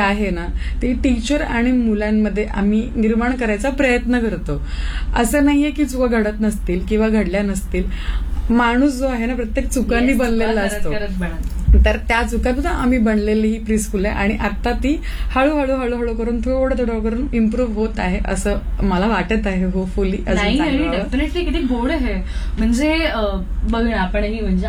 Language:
Marathi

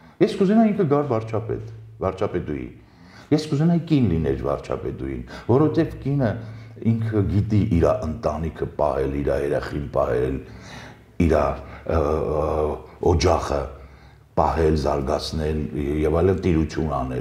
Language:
Armenian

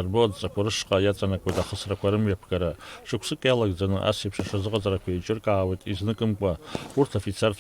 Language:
Abkhazian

